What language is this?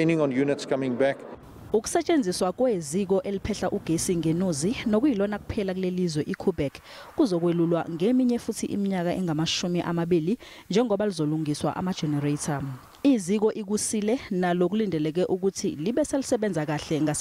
Zulu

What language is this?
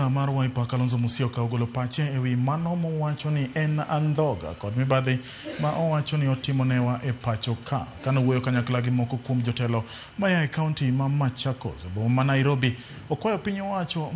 Luo (Kenya and Tanzania)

